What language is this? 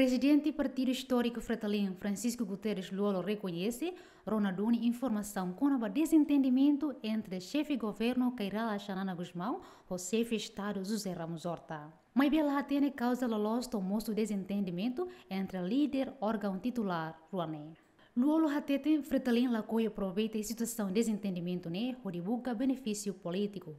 Tetum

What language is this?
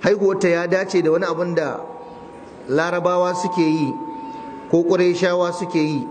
Hausa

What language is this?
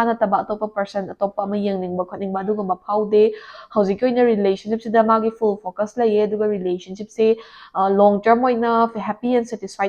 Manipuri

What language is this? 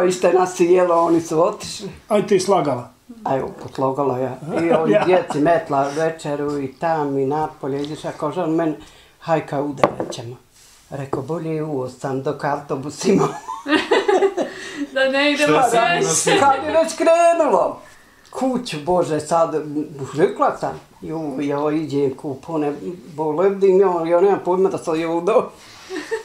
Bosnian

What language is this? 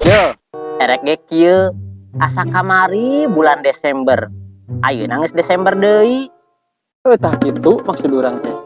Sundanese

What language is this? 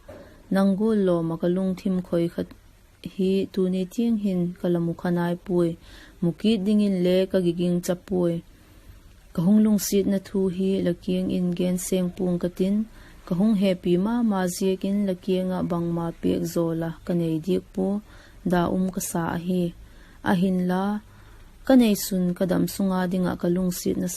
Vaiphei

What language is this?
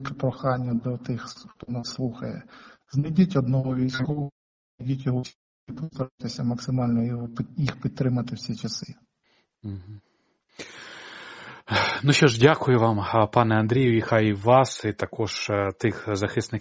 Ukrainian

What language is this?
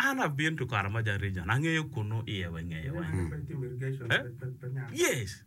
Acoli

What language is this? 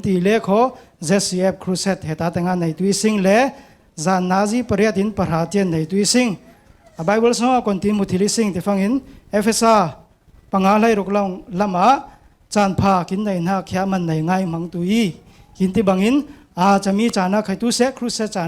Falam Chin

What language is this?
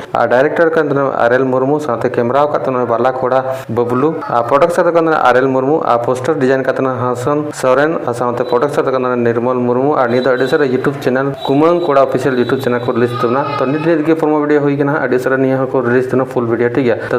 Santali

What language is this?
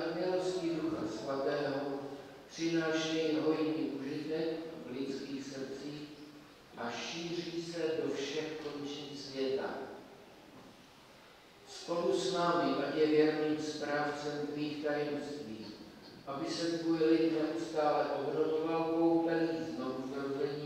Czech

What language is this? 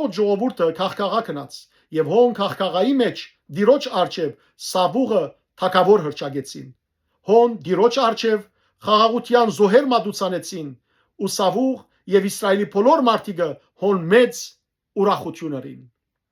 Western Armenian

